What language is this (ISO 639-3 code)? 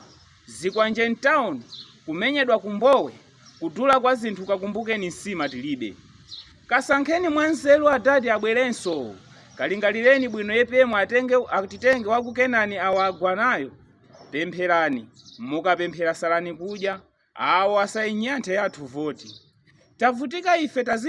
nya